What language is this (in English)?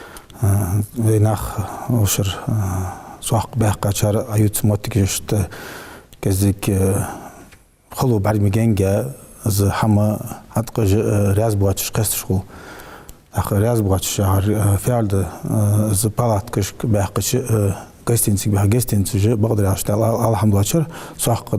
Ingush